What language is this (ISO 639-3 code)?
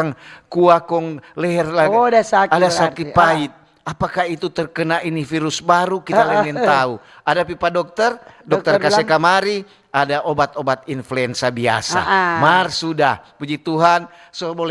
xmm